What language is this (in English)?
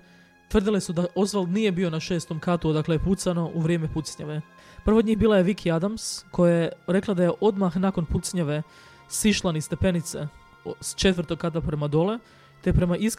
Croatian